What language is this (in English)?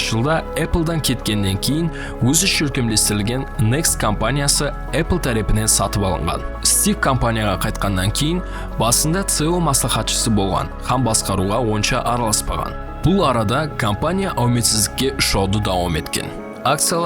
Kara-Kalpak